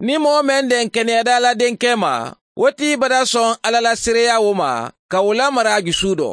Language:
Mandingo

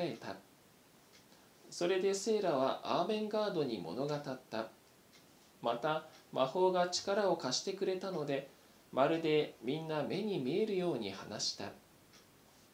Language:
Japanese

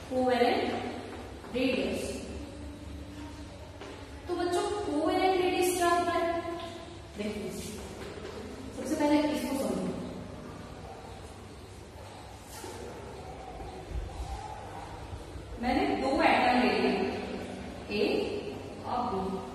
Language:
Hindi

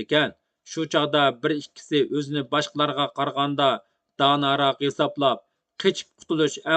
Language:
Uyghur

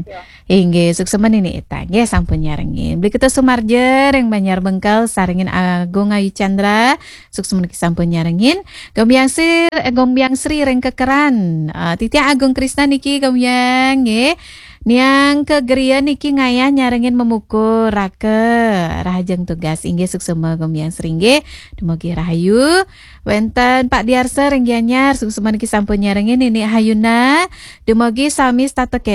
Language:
Balinese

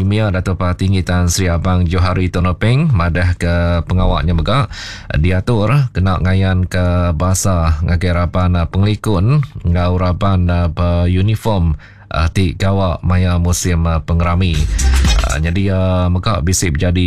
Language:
Iban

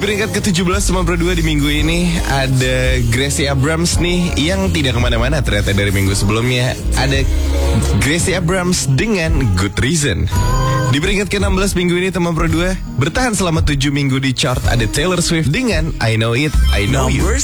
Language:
Indonesian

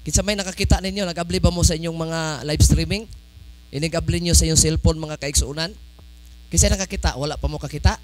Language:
Cebuano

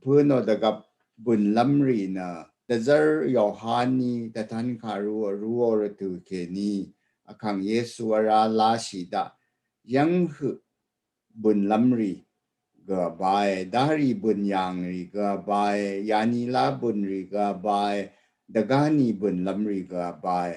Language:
Rawang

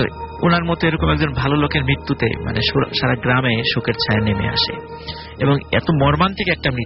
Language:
Bangla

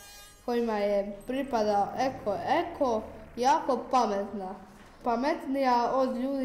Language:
Croatian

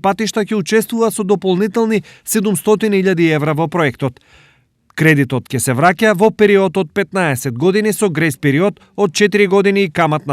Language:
Macedonian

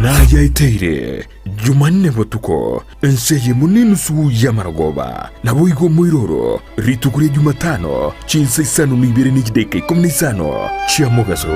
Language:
Gusii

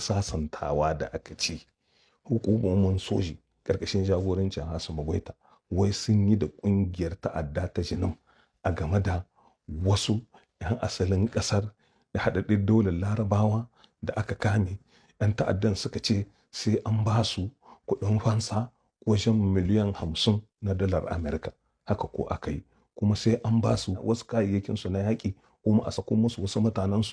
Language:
Hausa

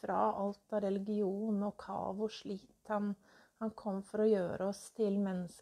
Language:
Norwegian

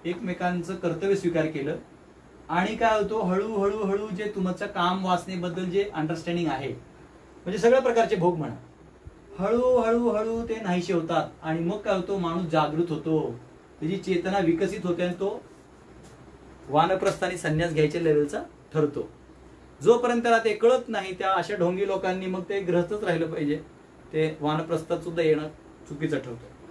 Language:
Marathi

